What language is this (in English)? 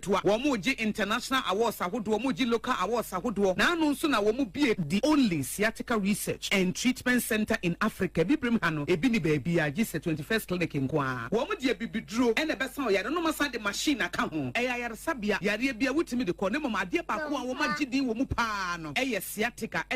Akan